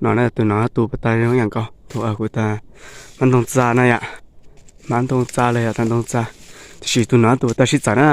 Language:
Hmong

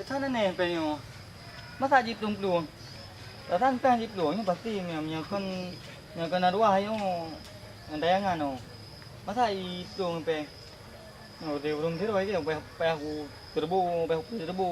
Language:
Achinese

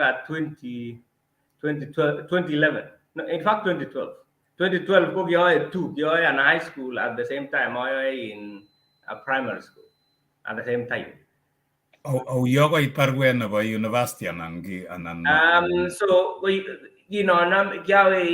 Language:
Kalenjin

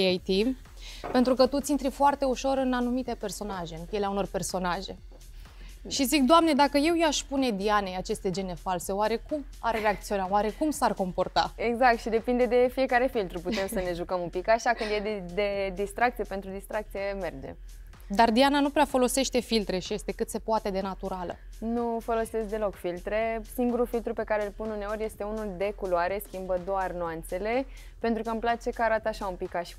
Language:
Romanian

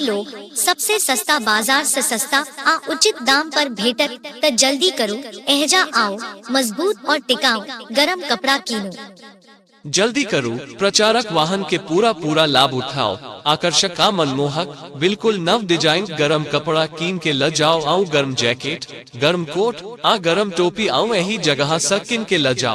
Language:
Maithili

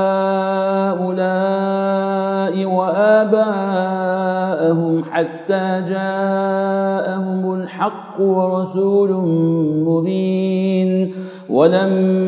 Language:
Arabic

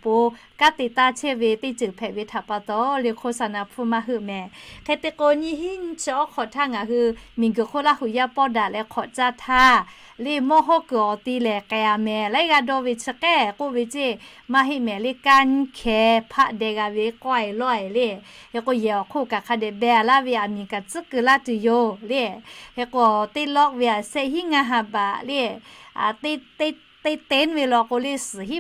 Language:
Lahu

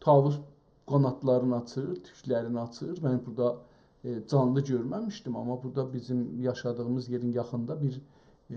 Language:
South Azerbaijani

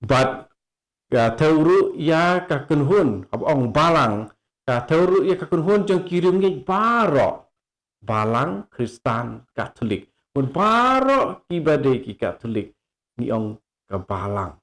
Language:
Khasi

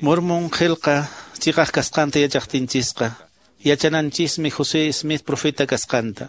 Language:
Quechua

